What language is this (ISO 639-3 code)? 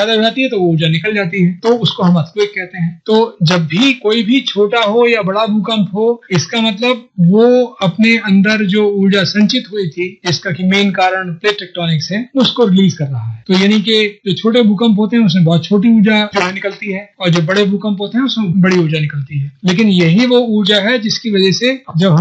hin